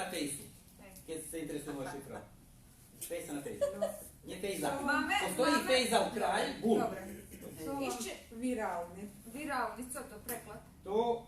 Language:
Rusyn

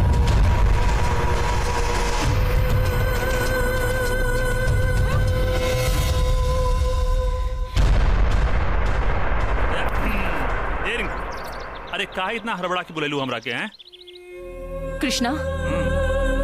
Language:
Bhojpuri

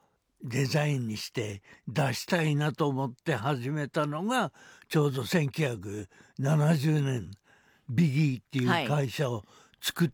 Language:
Japanese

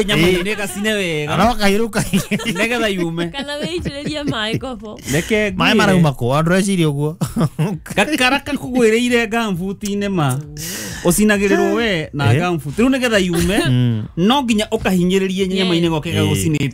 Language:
Kikuyu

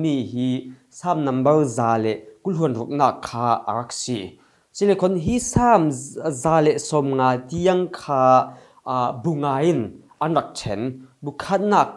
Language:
Falam Chin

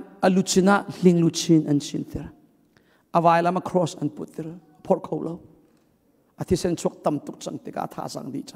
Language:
Hakha Chin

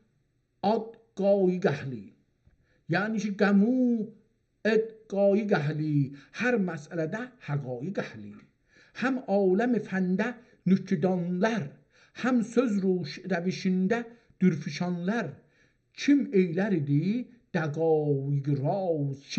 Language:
South Azerbaijani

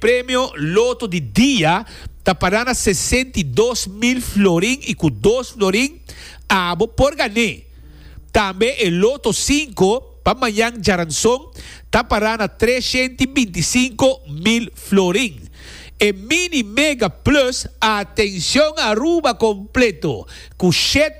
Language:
Papiamento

